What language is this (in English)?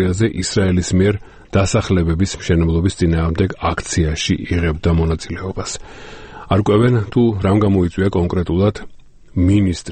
Georgian